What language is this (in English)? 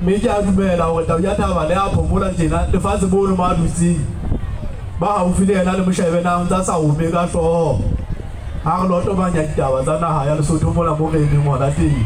Southern Sotho